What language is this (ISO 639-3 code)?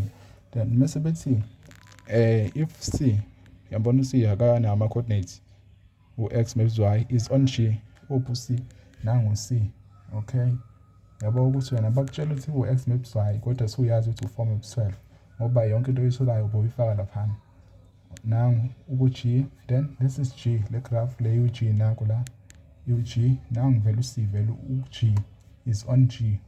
zul